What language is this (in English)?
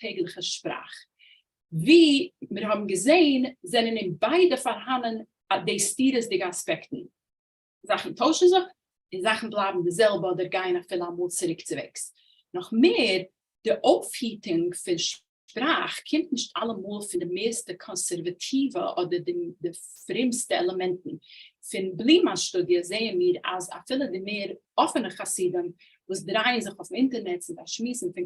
Yiddish